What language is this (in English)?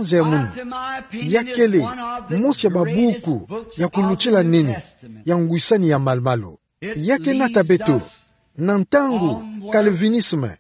Kituba (Democratic Republic of Congo)